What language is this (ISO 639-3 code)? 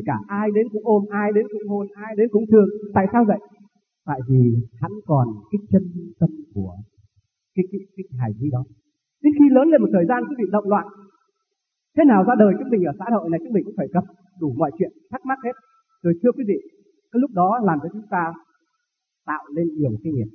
vie